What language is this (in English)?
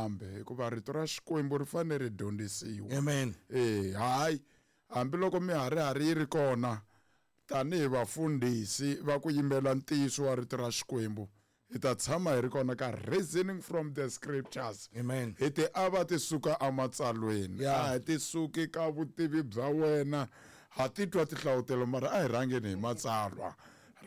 Tsonga